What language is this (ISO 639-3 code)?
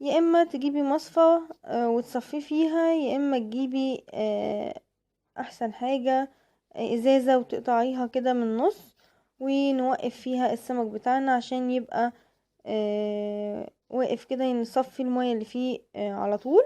arz